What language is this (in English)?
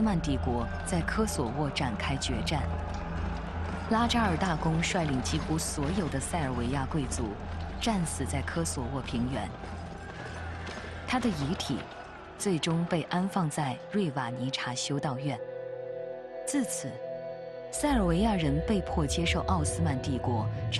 Chinese